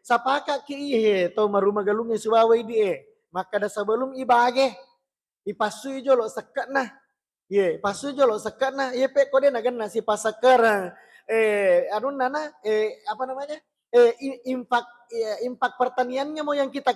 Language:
Buginese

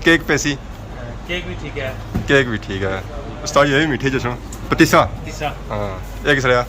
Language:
Pahari-Potwari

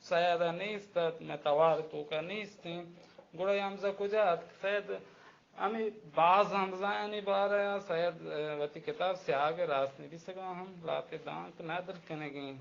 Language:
Baluchi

